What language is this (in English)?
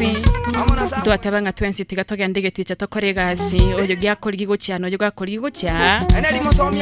Gusii